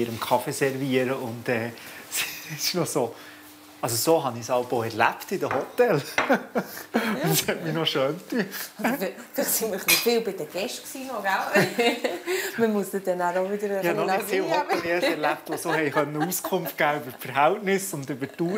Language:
Swiss German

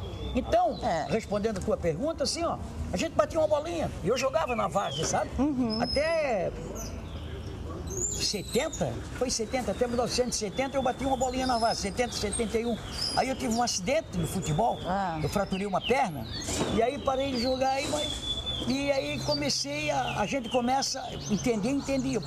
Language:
Portuguese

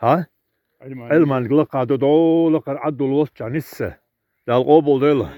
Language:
Chechen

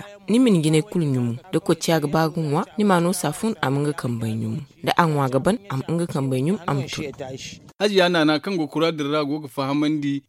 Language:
Zarma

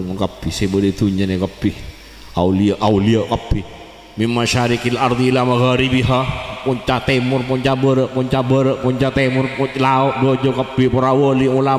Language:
Madurese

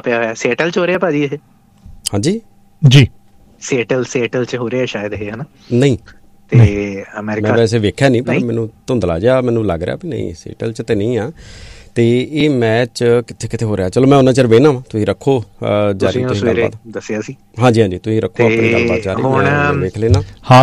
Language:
Punjabi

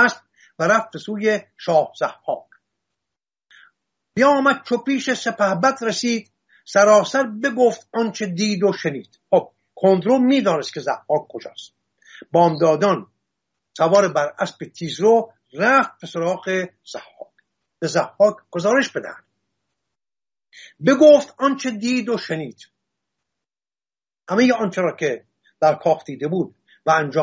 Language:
Persian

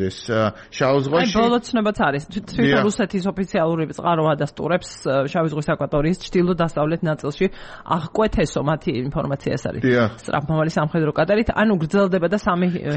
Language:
Georgian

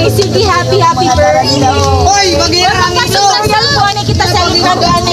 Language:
Waray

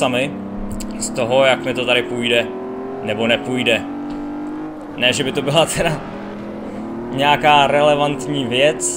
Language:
Czech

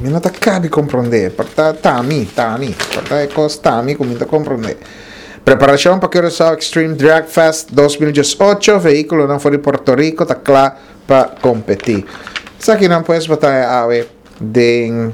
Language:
Papiamento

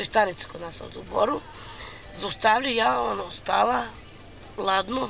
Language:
Serbian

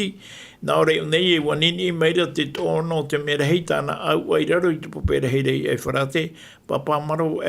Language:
Tahitian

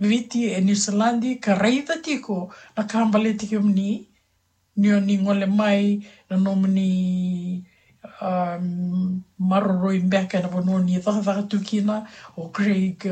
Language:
Fijian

